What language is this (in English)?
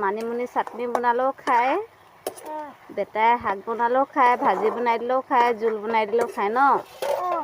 Assamese